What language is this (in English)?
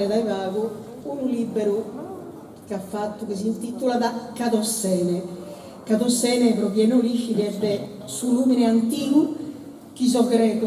Sardinian